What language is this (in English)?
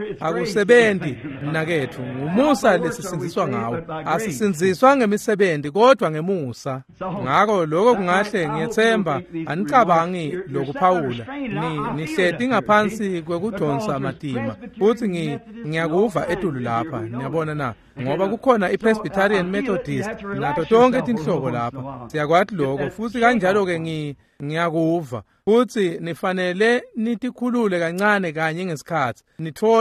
Swati